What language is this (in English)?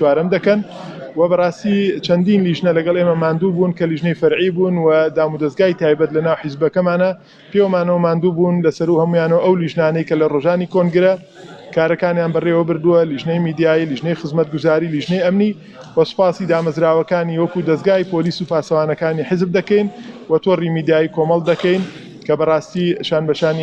Central Kurdish